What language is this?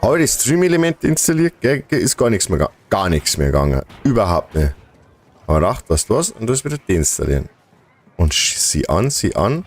Bavarian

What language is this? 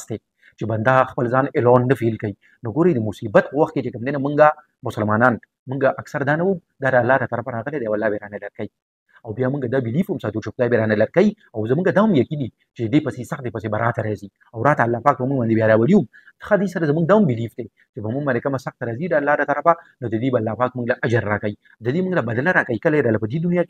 Pashto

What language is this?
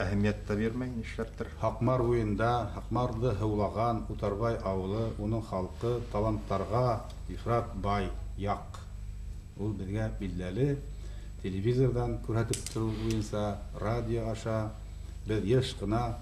Bashkir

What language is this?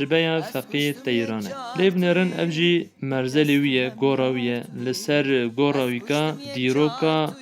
Kurdish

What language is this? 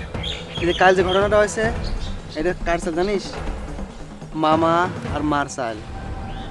Bangla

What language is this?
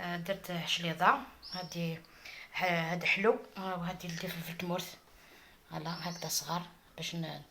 Algerian Arabic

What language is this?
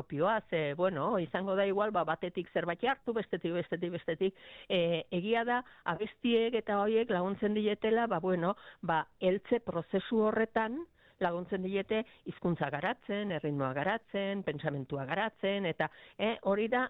Basque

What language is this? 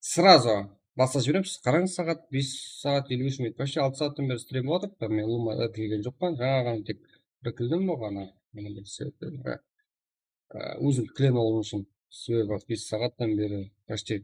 Kara-Kalpak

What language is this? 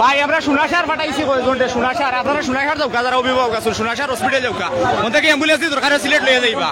Sylheti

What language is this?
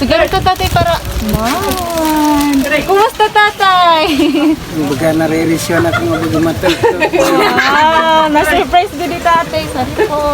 Waray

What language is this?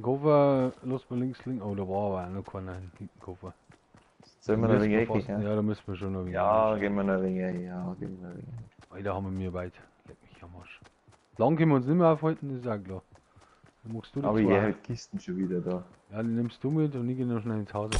Bavarian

